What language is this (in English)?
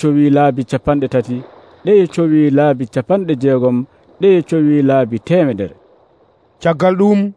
Nigerian Fulfulde